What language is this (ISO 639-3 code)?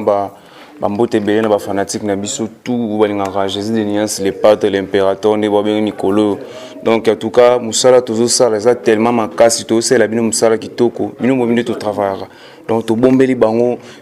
lin